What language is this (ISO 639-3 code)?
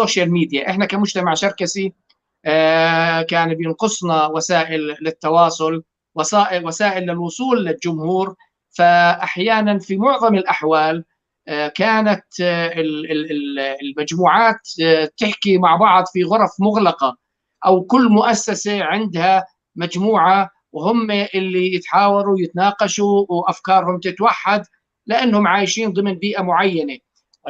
apc